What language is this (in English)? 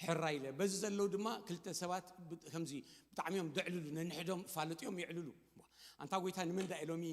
Tigrinya